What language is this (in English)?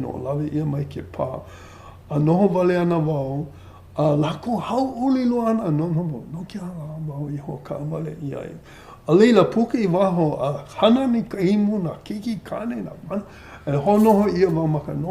Hawaiian